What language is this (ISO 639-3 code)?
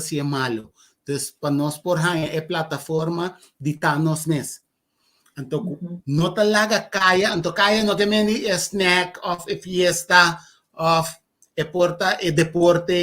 pap